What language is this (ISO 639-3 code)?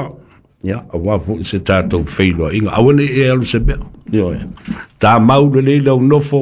smo